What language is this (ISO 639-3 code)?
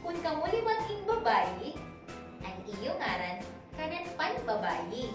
war